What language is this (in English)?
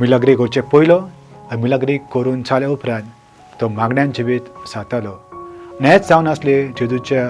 Konkani